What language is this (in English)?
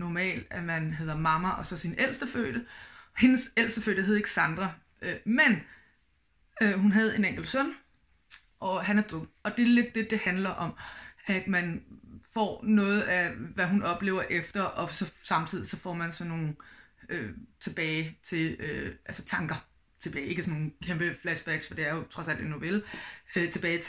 Danish